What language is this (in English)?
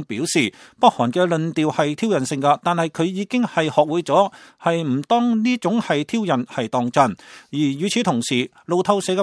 Cantonese